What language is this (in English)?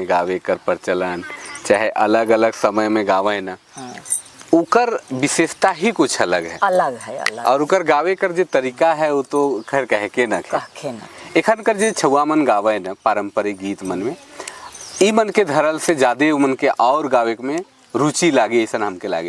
Sadri